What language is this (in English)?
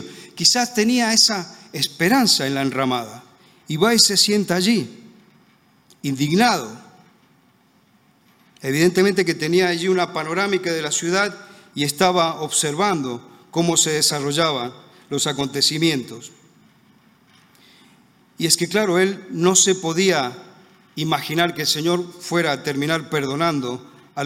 Spanish